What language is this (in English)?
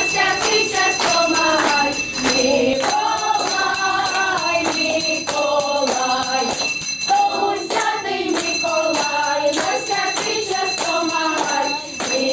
Rusyn